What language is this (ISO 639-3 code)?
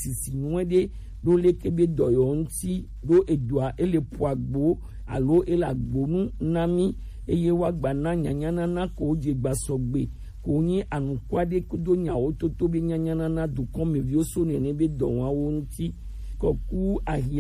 gej